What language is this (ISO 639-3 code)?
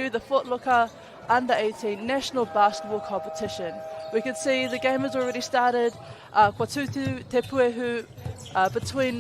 mri